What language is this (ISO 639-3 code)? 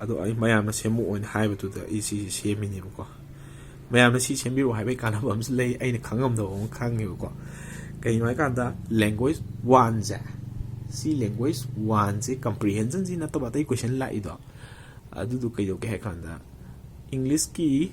mni